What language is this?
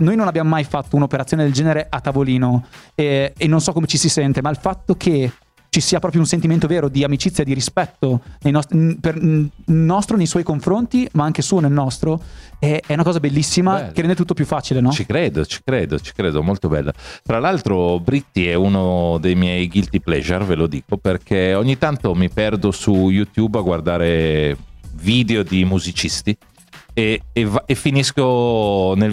Italian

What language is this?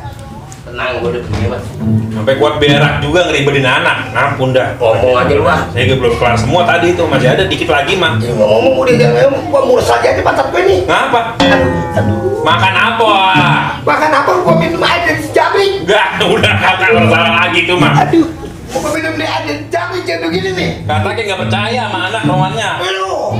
Betawi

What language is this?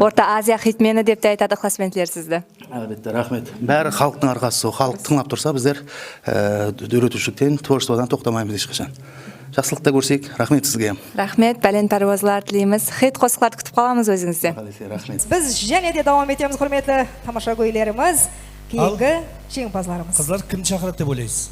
Kara-Kalpak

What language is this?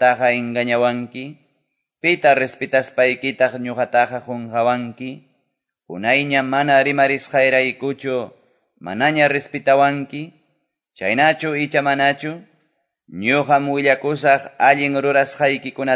Quechua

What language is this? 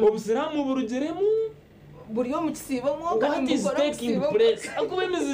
Nyankole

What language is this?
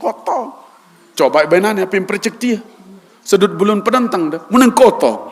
Sasak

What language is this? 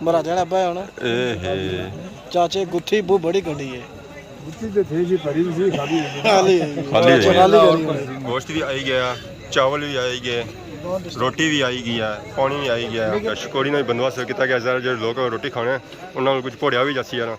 Pahari-Potwari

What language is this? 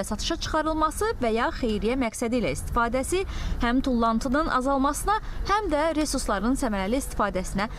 Azerbaijani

